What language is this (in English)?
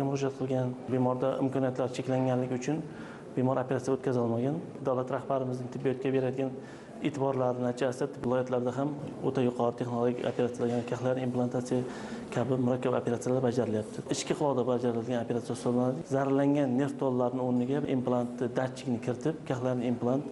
Uzbek